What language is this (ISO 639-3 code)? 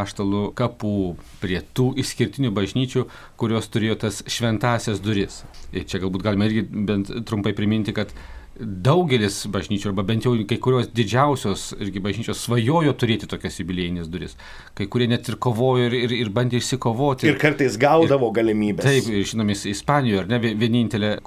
lit